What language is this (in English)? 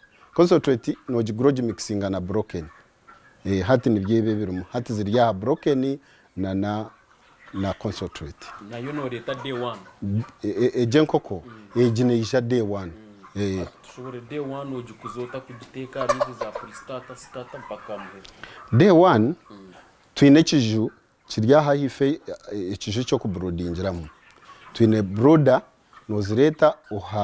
Nyankole